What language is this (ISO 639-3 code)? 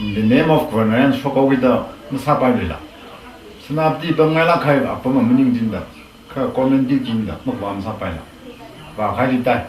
nmf